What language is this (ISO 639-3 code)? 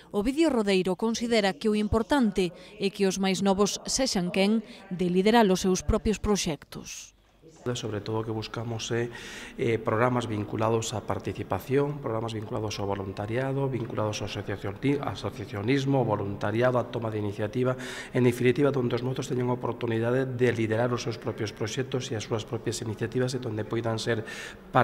glg